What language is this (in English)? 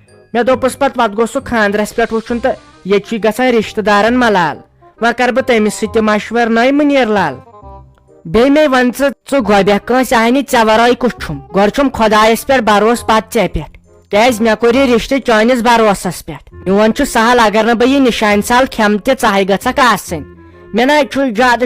Kashmiri